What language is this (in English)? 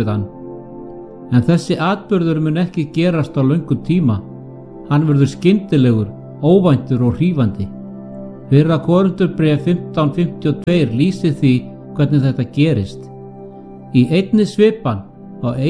Icelandic